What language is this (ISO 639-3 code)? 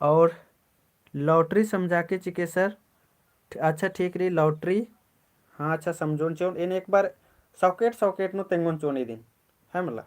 kru